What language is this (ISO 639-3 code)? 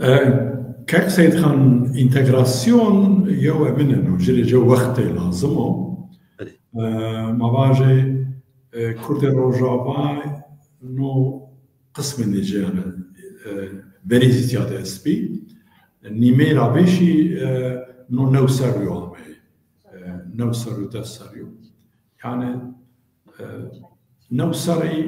zza